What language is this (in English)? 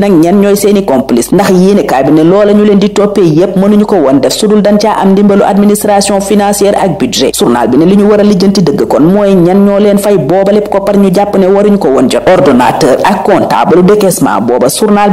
Wolof